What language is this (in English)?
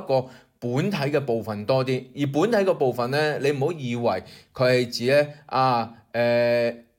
Cantonese